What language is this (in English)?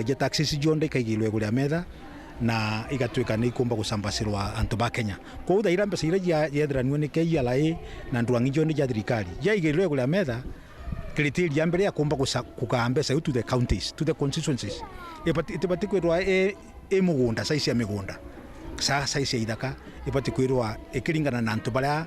Meru